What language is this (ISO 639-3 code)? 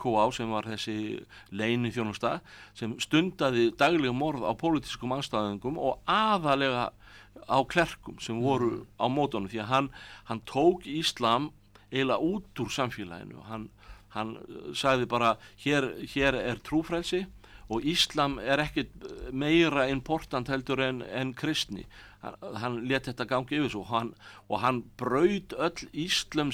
isl